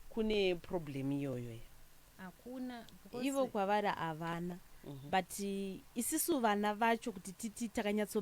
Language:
Shona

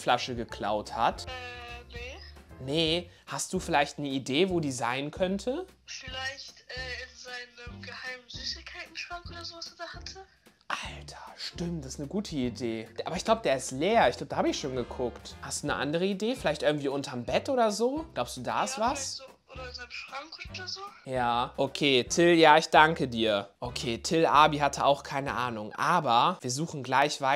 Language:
German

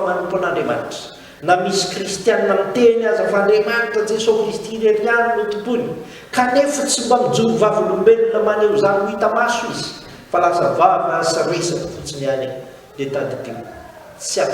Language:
Malagasy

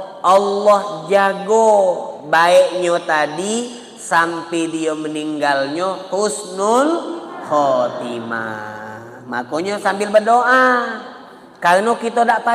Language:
Musi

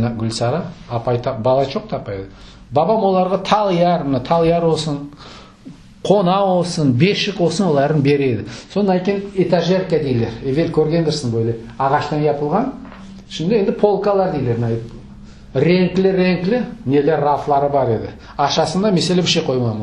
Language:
Crimean Tatar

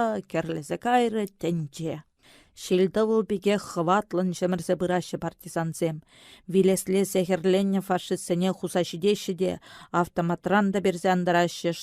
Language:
Chuvash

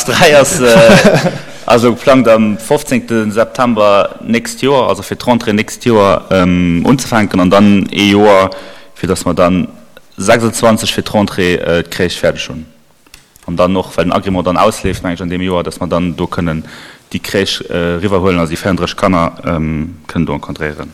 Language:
Luxembourgish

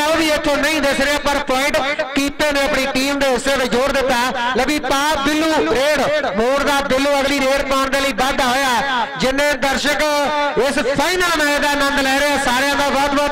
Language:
Punjabi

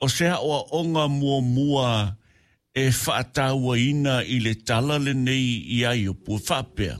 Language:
Samoan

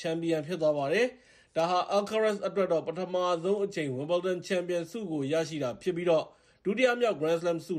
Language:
Burmese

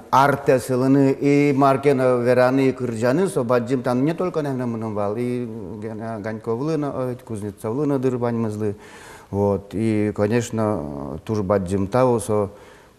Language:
Udmurt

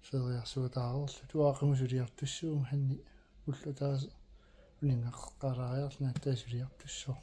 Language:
Kalaallisut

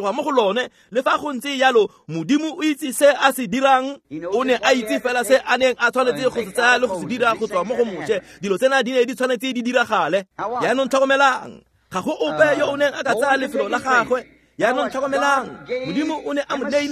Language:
Tswana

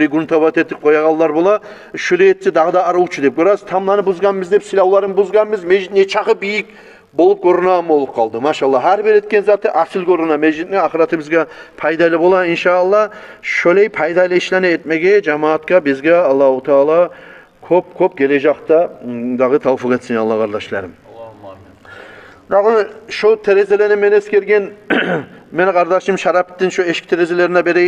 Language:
Kumyk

